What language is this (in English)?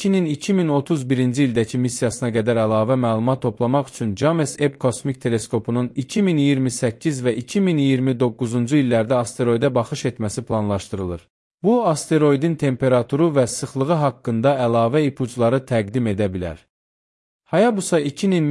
Azerbaijani